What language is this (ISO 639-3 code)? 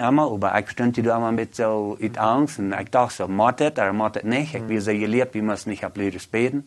pdt